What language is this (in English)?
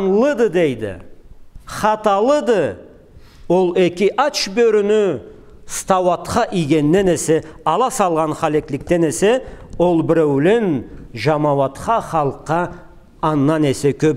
Karachay-Balkar